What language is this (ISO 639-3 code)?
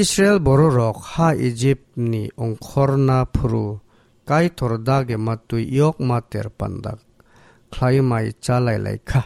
trp